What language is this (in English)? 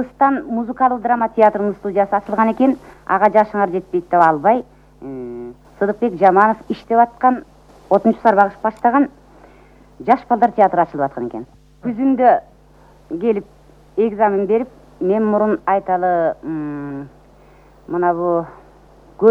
Kyrgyz